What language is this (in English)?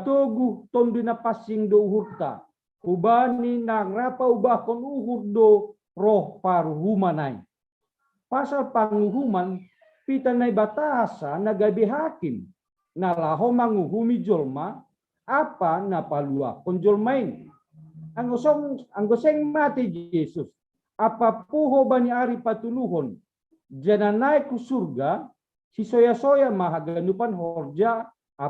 Batak Simalungun